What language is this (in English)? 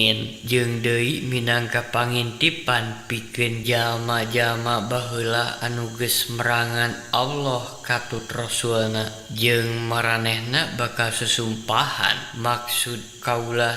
Sundanese